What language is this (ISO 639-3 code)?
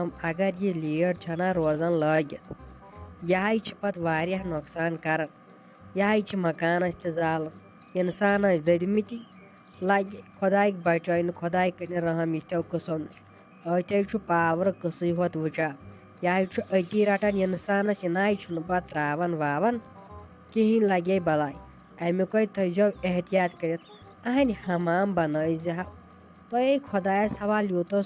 kas